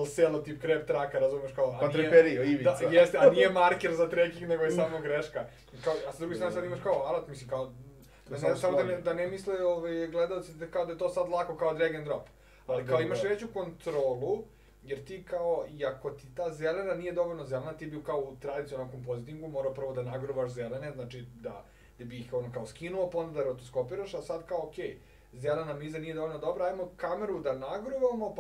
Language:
Serbian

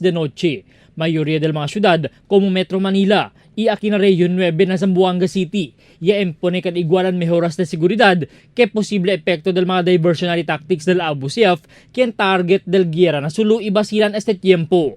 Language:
Chavacano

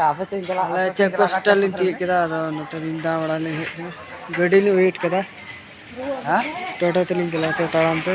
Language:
Santali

